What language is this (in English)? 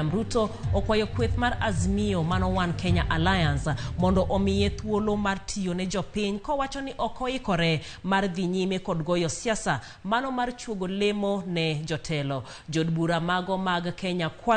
Luo (Kenya and Tanzania)